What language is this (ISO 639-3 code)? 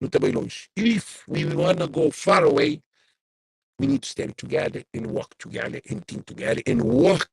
kea